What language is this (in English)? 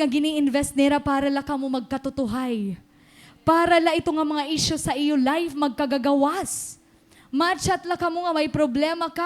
Waray